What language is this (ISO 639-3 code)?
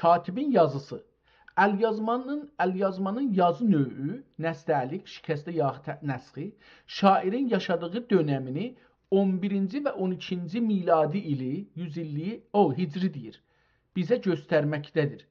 azb